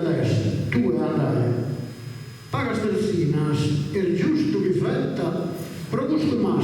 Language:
Sardinian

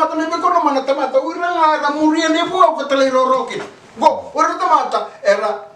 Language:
Fijian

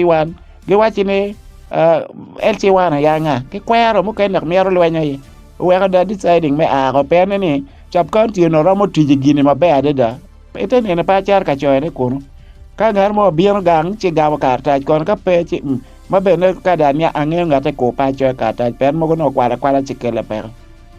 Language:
Acoli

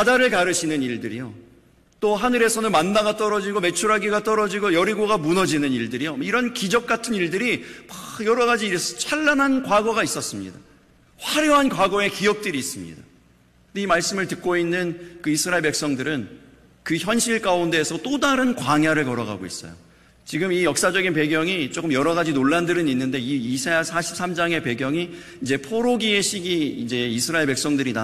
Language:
Korean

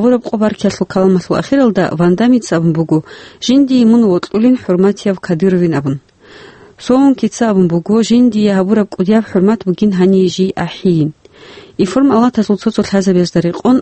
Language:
Avaric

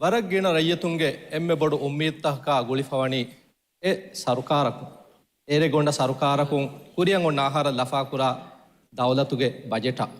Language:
Divehi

